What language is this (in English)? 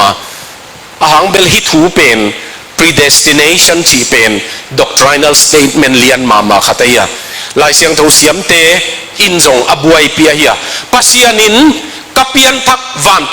Tedim Chin